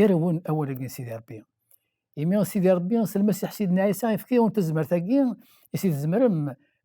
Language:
Kabyle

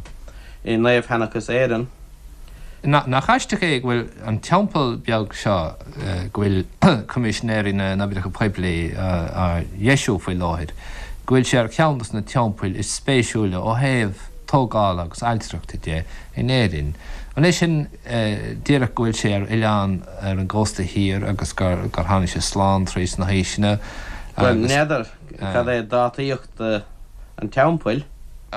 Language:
Irish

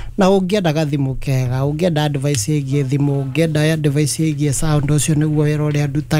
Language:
Kikuyu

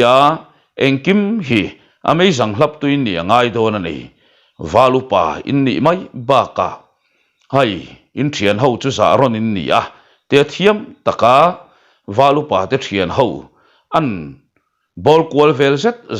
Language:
Mizo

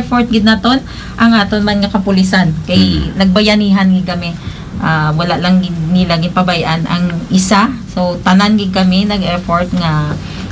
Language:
Hiligaynon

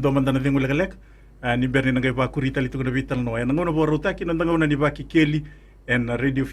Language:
Fijian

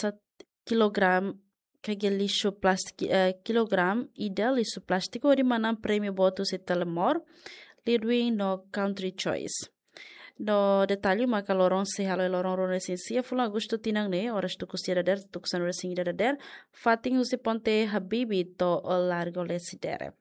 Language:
Tetum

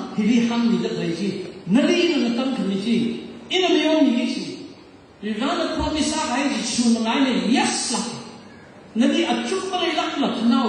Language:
Tangkhul Naga (India)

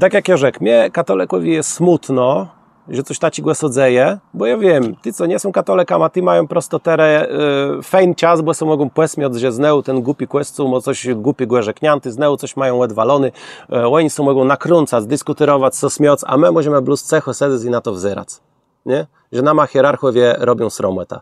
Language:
Kashubian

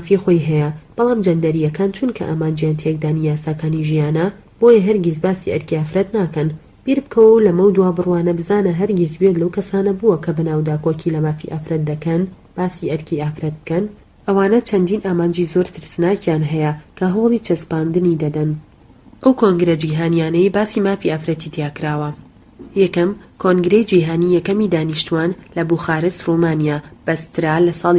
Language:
Central Kurdish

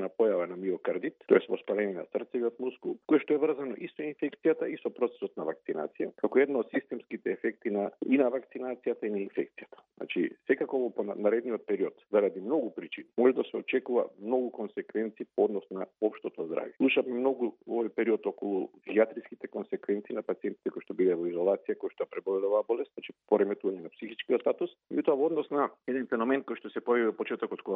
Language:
Macedonian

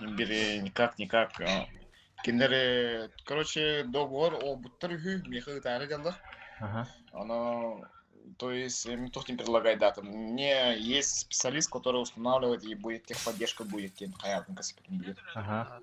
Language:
Yakut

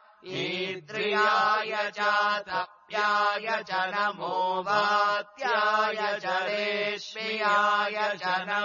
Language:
Sanskrit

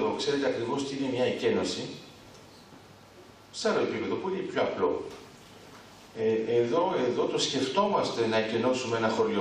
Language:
Greek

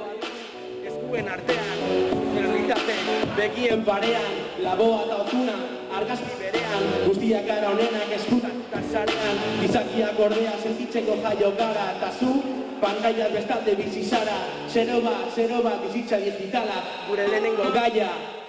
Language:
Basque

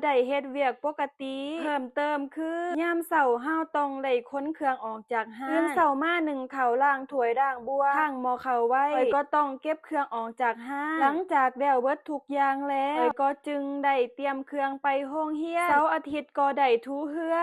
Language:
Lao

